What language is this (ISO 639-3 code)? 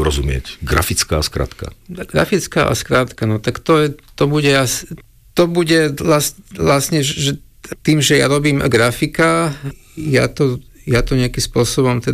slk